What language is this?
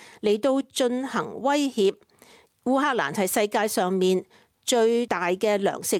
Cantonese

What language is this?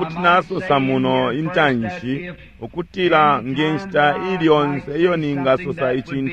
Bemba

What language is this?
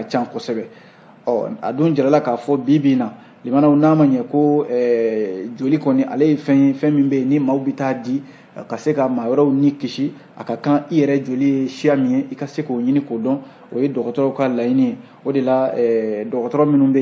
Bambara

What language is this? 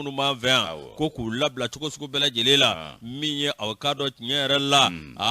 Bambara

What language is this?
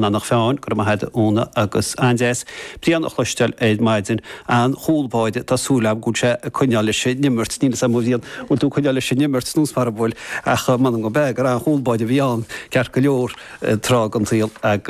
Irish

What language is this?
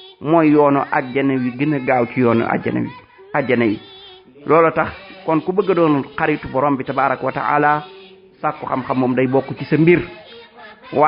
Wolof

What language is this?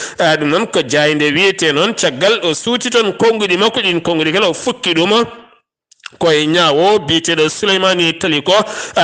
Fula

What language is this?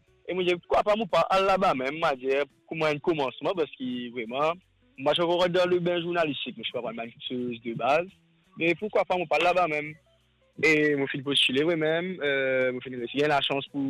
Morisyen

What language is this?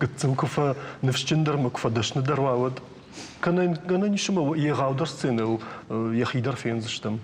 Ossetic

